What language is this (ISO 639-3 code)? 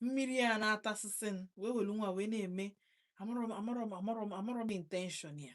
ibo